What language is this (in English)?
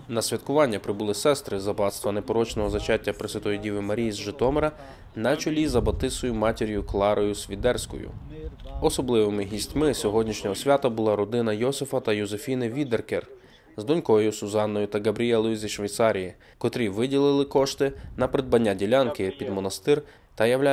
Ukrainian